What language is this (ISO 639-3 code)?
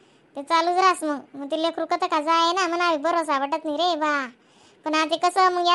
khn